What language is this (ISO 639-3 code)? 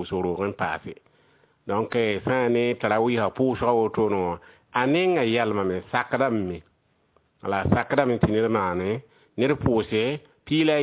mos